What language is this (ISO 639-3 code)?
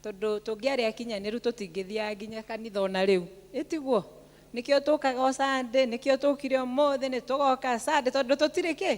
kik